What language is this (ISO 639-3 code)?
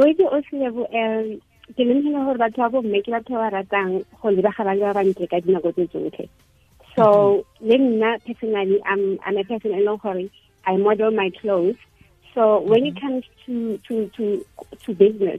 tsn